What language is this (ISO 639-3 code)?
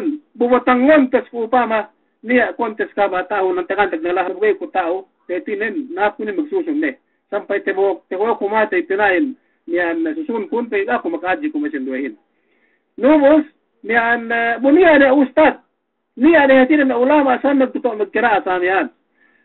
yka